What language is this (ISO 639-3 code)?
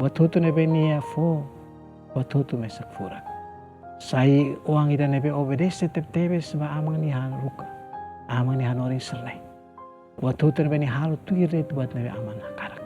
tet